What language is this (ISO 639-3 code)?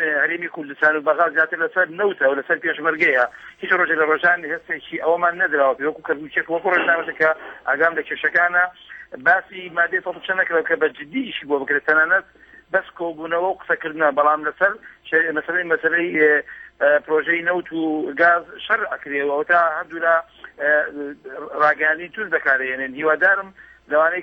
ckb